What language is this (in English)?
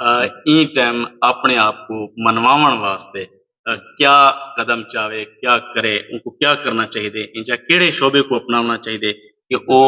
Saraiki